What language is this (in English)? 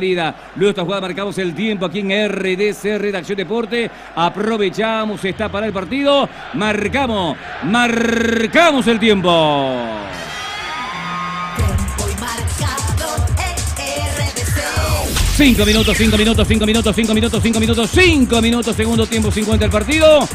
Spanish